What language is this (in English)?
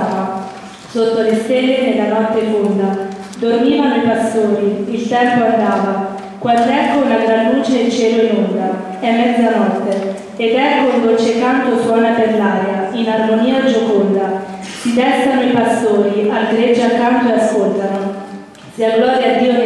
Italian